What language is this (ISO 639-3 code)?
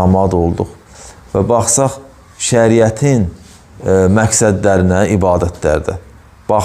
aze